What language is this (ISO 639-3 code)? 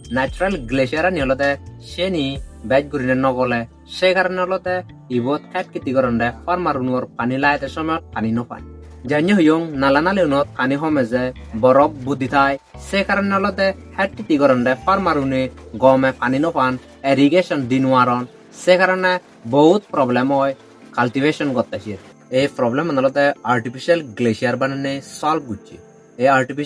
ccp